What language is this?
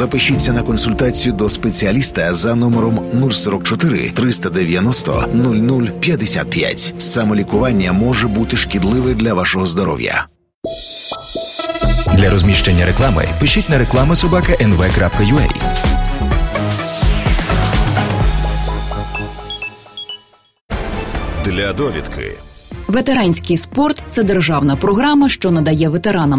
Ukrainian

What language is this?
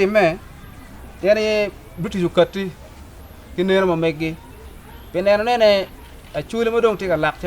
Acoli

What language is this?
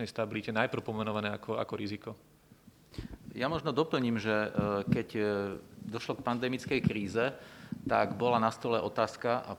Slovak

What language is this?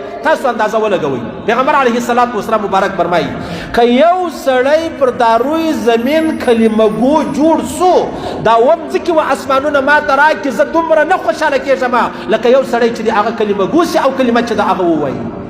Pashto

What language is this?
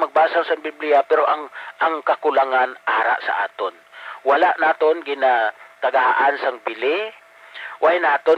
Hiligaynon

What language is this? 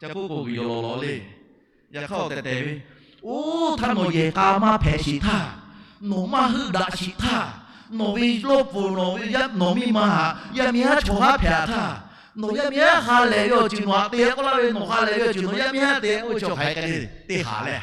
Lahu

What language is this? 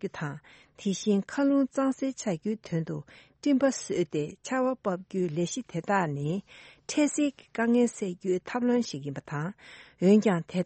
Tibetan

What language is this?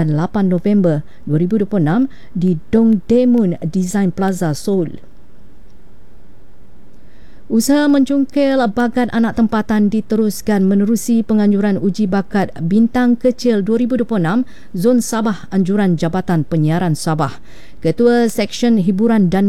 Malay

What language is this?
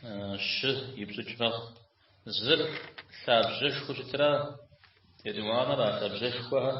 Kabardian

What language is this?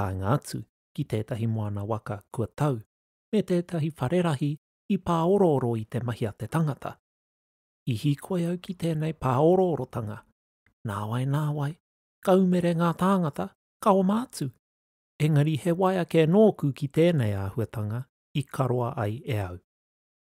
Māori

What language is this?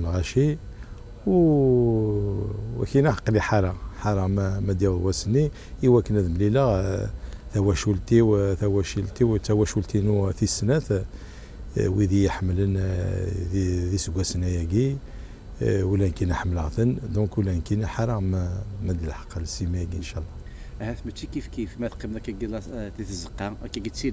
Kabyle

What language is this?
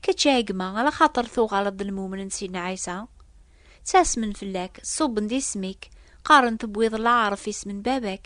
Kabyle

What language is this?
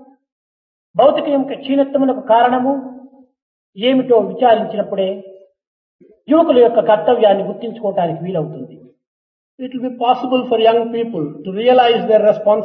Telugu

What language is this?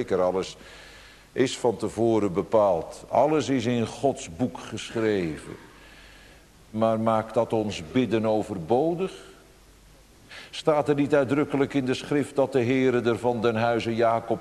Dutch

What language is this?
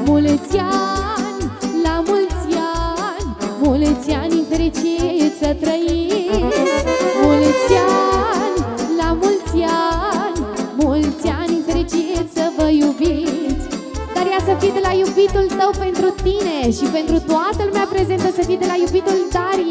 Romanian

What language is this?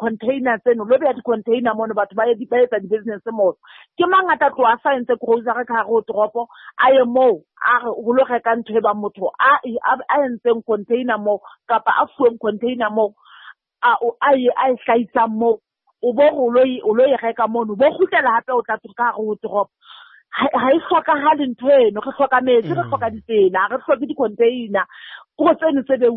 Southern Sotho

